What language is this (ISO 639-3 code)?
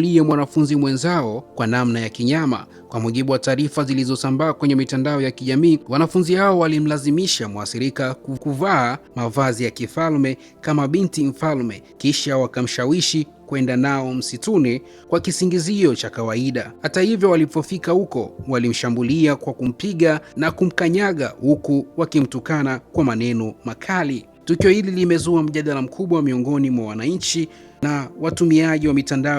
swa